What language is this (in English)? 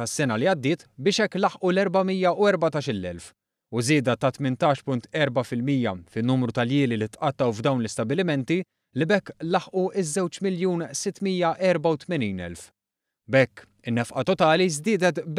Maltese